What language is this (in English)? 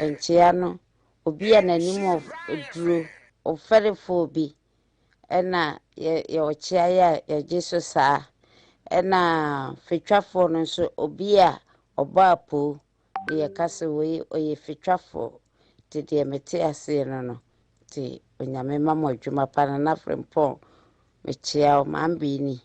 Akan